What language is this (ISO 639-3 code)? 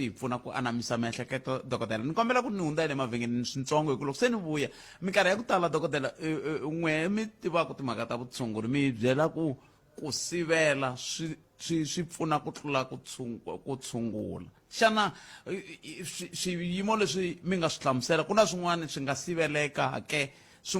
tso